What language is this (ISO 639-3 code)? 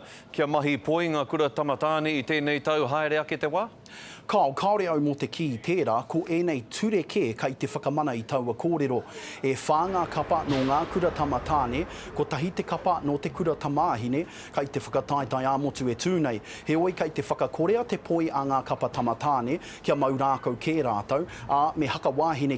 mri